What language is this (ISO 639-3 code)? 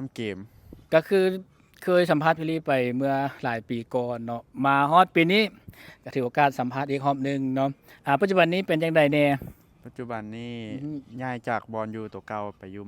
lao